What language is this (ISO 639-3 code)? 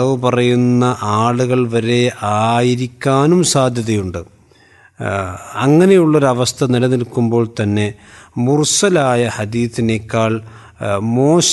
mal